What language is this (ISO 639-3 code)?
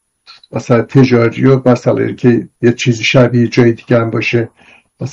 fas